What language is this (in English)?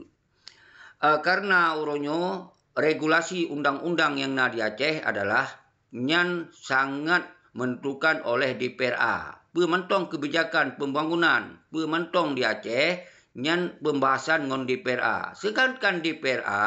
Achinese